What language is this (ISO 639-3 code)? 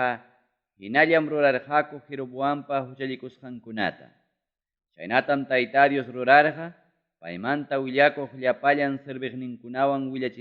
quy